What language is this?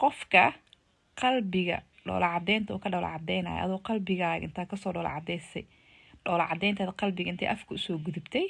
Somali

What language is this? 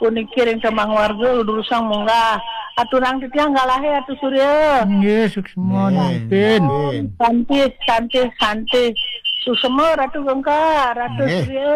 Balinese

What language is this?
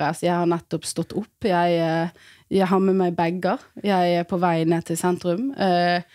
Norwegian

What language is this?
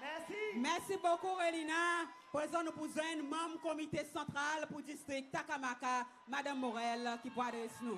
Seselwa Creole French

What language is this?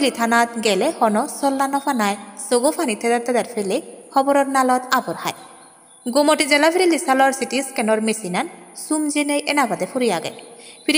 Chakma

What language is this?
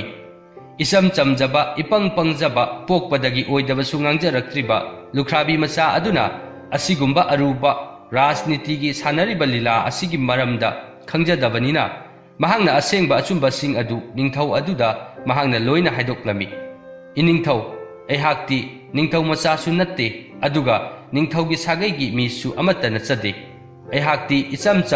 Manipuri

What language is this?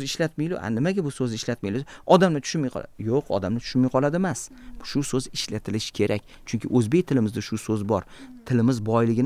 Uzbek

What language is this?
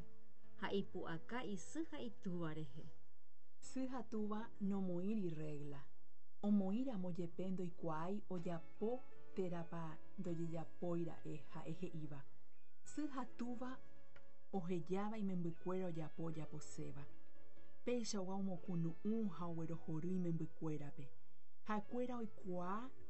Guarani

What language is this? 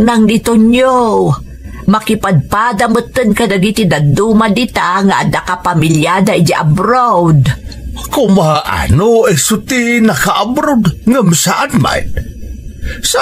Iloko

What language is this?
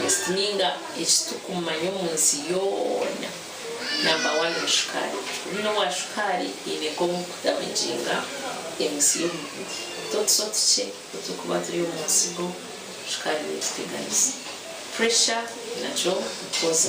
Nyankole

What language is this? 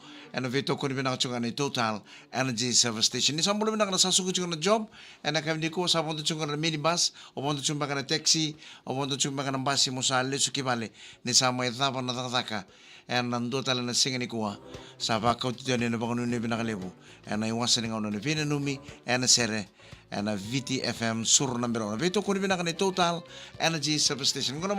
Fijian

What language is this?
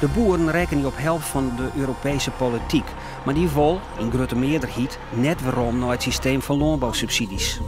Western Frisian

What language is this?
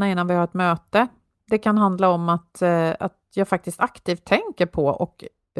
Swedish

